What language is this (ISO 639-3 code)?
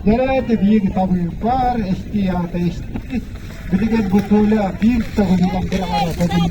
sah